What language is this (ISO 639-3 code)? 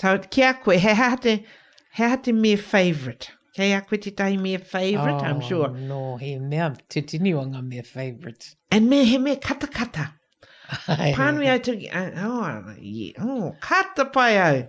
mri